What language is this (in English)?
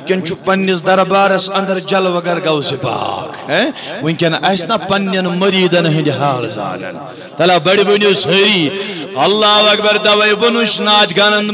Kashmiri